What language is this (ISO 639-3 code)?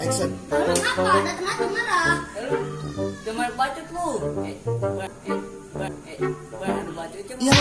bew